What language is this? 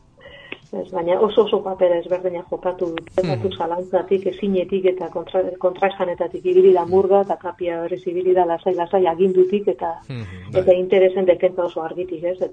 Basque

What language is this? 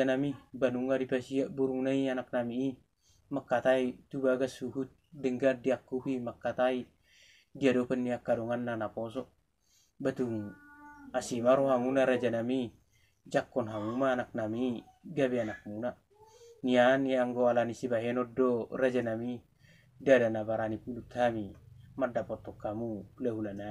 Batak Toba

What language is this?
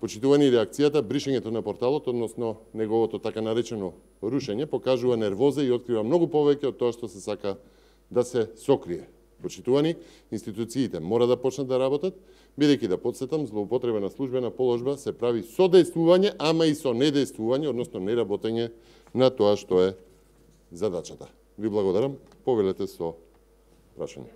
Macedonian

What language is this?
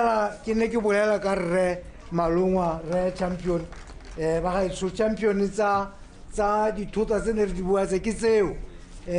Tswana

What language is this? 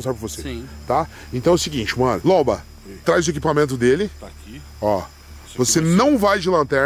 Portuguese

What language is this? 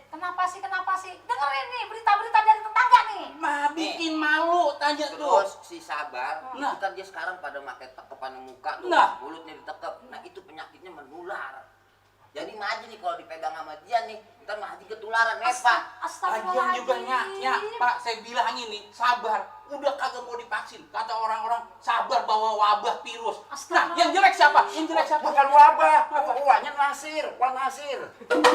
Betawi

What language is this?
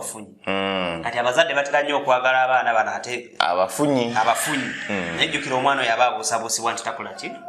Ganda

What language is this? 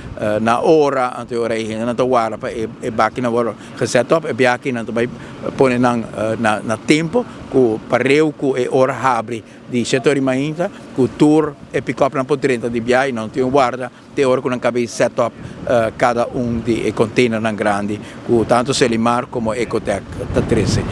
Papiamento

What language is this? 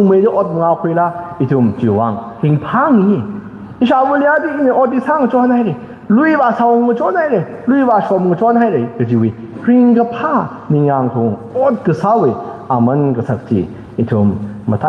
Tangkhul Naga (India)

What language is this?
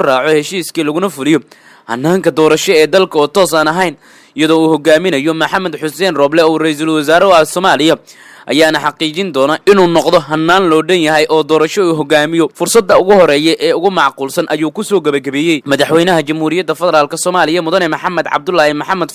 Somali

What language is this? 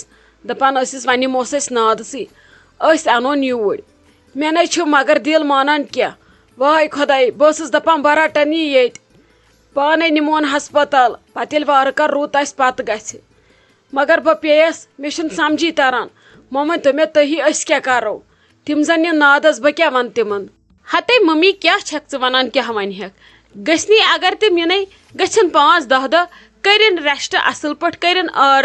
Kashmiri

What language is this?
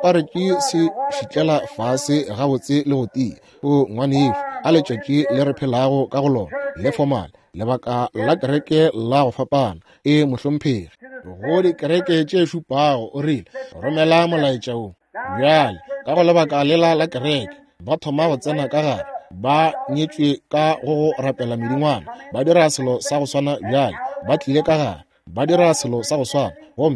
Northern Sotho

